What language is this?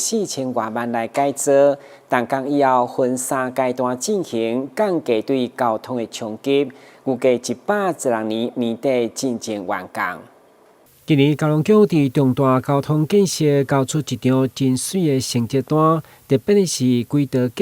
Min Nan Chinese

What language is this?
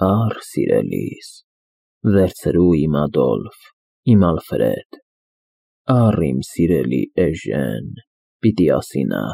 Armenian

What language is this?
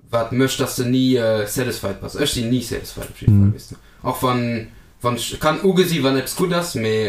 Luxembourgish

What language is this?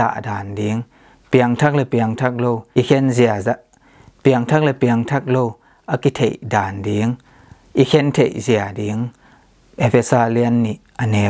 Tedim Chin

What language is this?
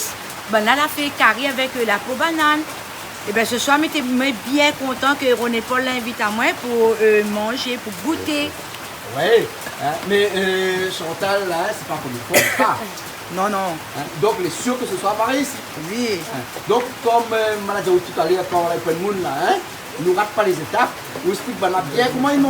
Réunion Creole French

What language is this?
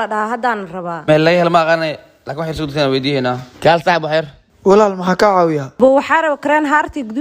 Somali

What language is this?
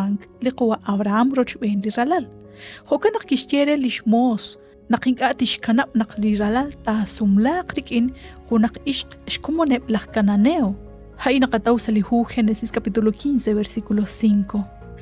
Kekchí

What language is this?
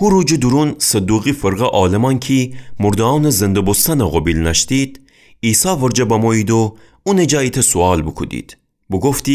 Gilaki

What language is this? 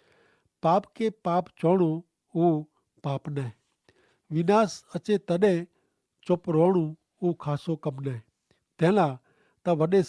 Kachhi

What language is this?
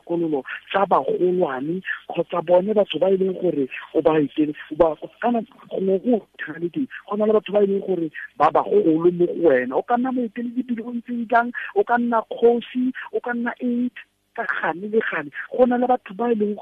Tswana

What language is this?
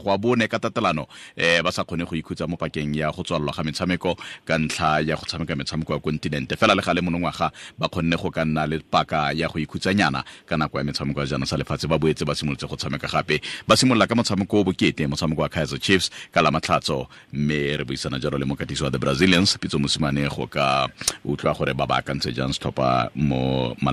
Tswana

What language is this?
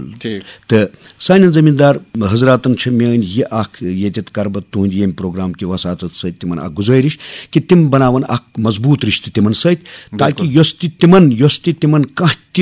Kashmiri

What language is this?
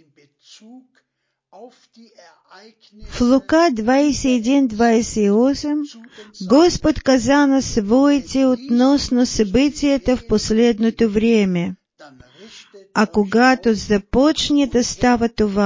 Bulgarian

